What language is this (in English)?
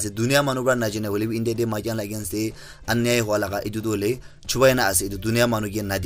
Naga Pidgin